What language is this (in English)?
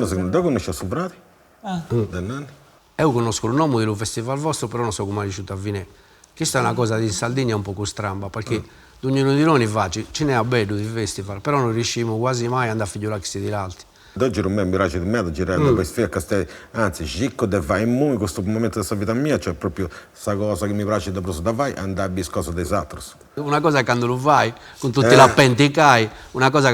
Sardinian